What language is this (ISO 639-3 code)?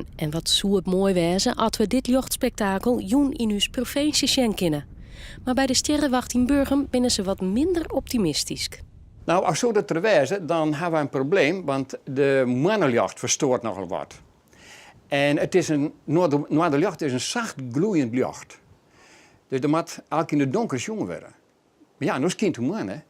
fry